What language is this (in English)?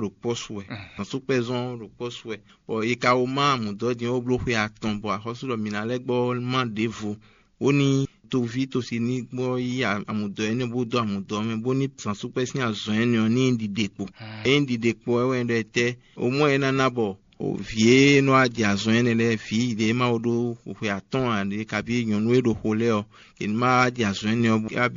Fon